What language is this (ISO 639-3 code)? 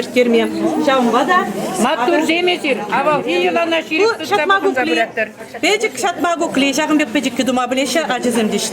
chv